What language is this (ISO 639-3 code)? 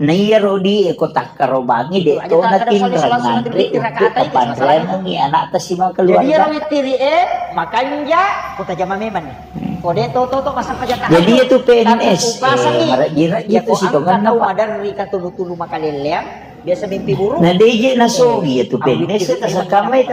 bug